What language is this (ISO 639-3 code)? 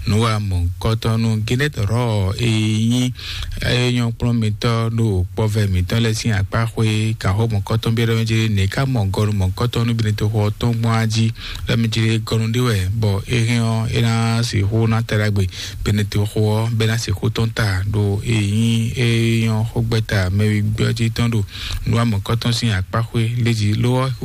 fon